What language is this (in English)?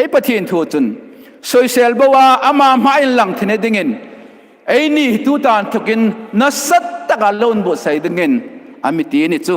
Hmar